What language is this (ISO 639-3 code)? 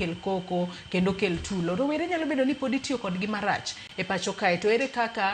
luo